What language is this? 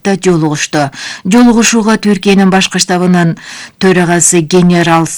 Kyrgyz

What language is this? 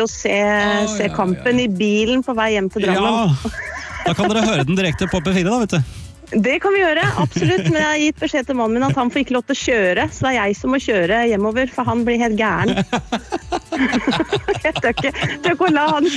Norwegian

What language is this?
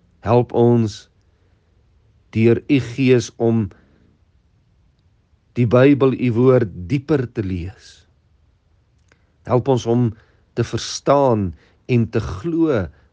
Afrikaans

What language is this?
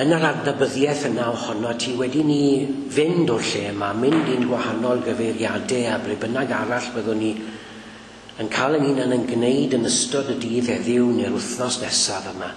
Welsh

